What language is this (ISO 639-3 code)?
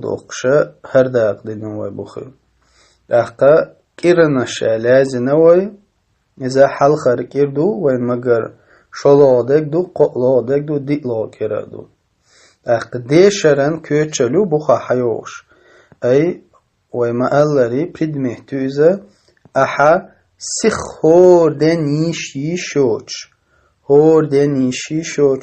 che